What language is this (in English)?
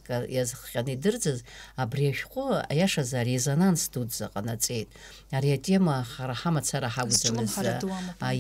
Abkhazian